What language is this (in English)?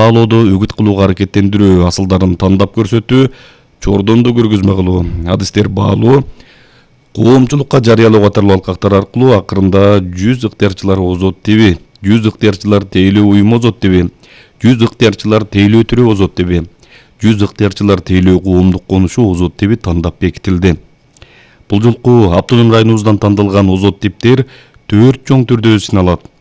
Kyrgyz